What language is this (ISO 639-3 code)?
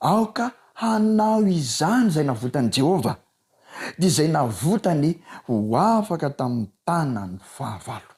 mlg